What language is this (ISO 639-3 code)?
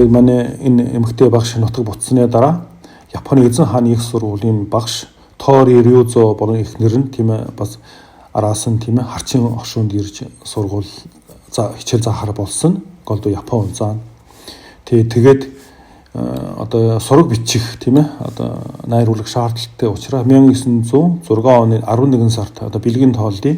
mon